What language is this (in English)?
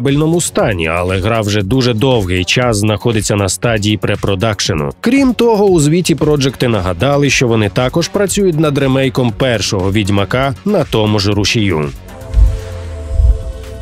Ukrainian